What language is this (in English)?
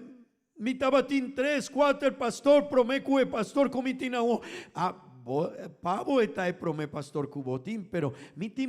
Papiamento